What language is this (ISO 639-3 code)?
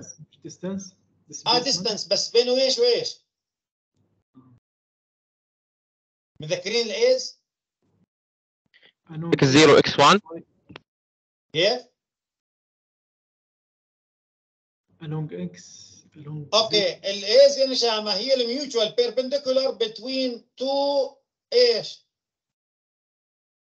ajp